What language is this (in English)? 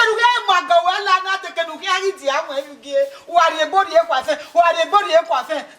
Bini